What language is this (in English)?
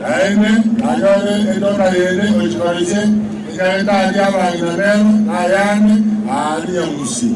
Gusii